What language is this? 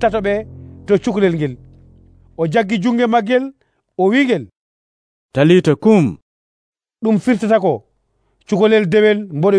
Nigerian Fulfulde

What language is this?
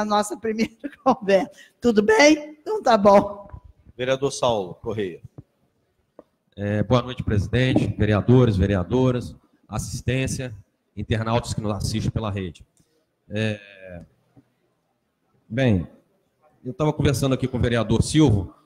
Portuguese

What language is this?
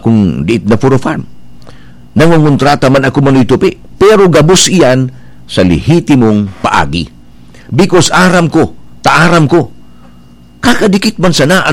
Bikol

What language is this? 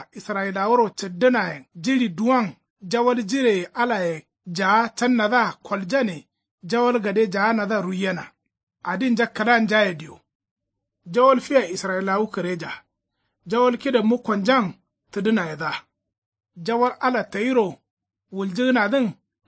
Kanuri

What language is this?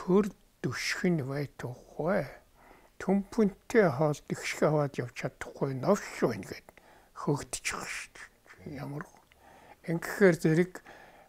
Mongolian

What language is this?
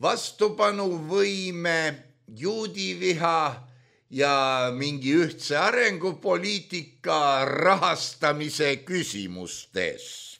Estonian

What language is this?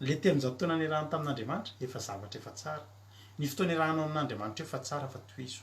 Malagasy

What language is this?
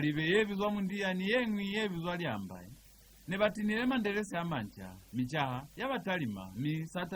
Lozi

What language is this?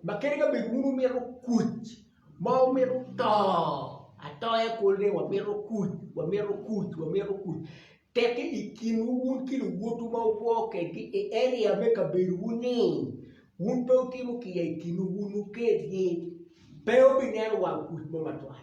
Acoli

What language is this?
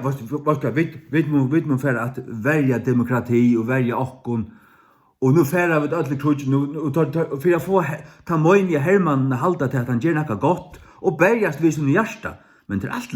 Faroese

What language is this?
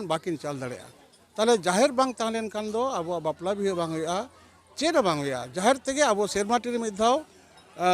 Santali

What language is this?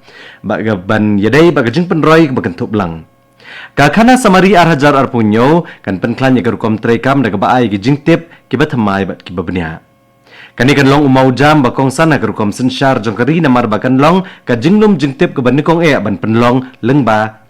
Khasi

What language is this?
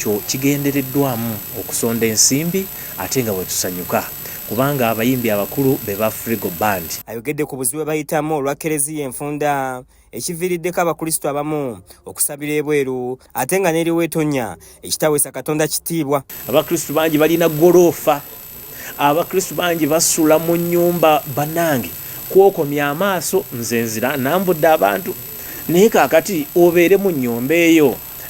Ganda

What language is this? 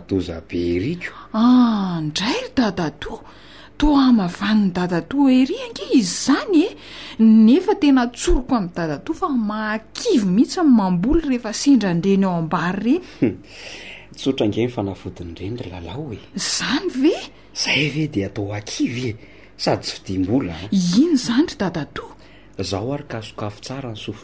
Malagasy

